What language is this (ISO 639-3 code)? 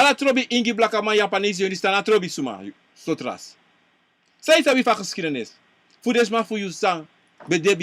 srn